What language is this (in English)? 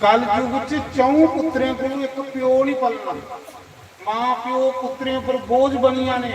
Dogri